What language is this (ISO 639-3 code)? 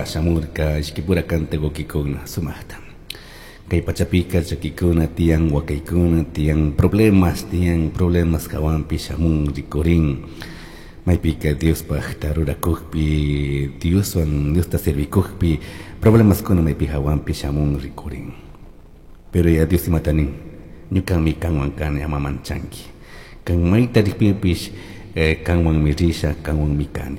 qug